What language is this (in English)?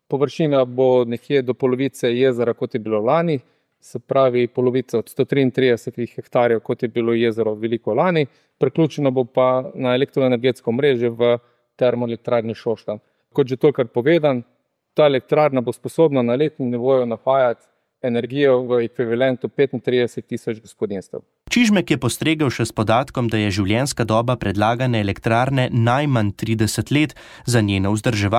Slovenian